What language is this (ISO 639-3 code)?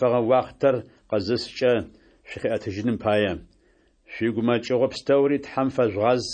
ady